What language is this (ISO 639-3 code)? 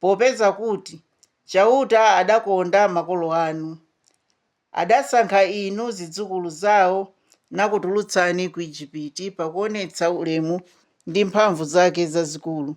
nya